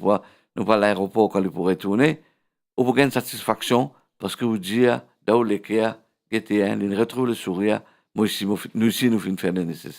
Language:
Morisyen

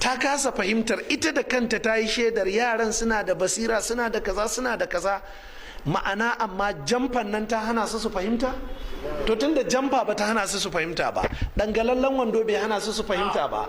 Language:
Hausa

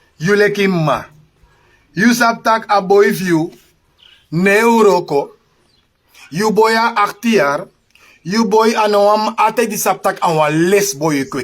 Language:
Sranan Tongo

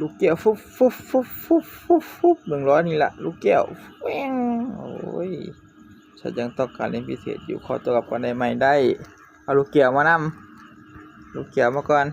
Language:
Northeastern Thai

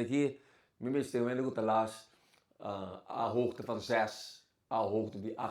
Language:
Papiamento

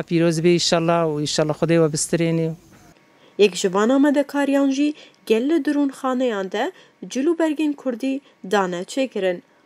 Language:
Kurdish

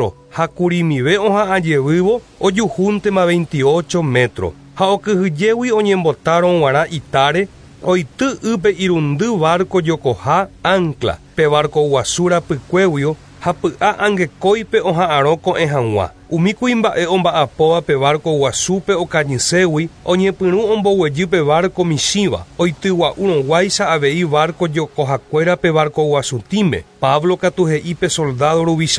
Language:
Guarani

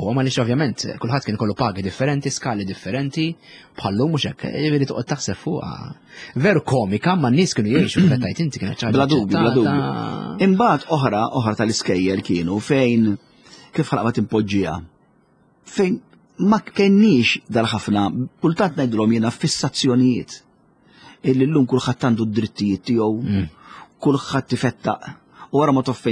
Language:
Maltese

